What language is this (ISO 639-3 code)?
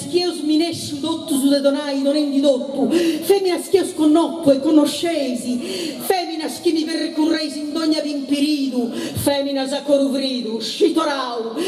srd